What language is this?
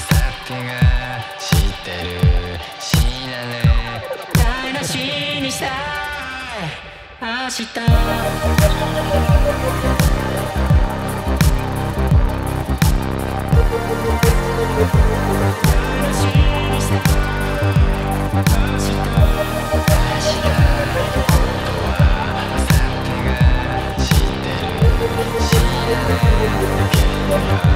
Japanese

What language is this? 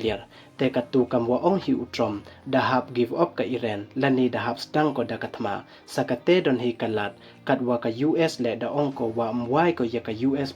Pnar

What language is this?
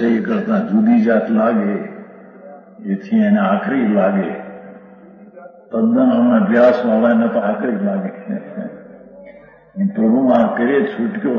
Gujarati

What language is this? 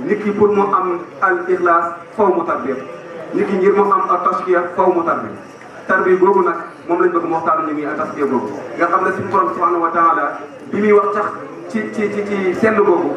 Wolof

